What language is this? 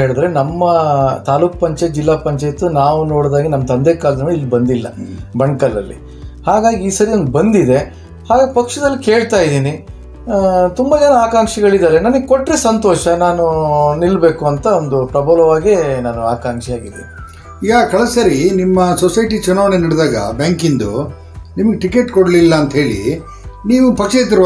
Kannada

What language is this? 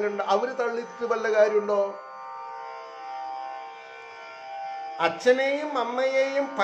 Malayalam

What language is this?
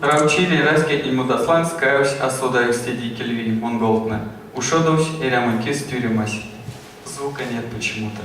Erzya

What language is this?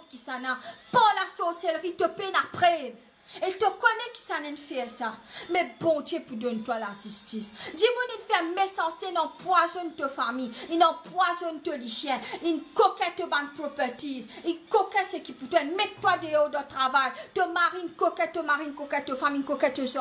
Morisyen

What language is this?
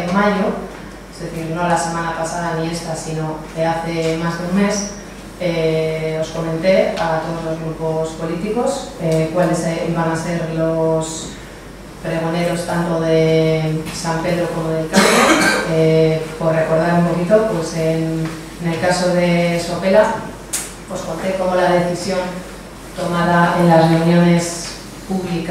Spanish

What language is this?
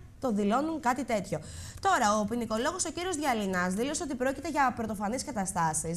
Greek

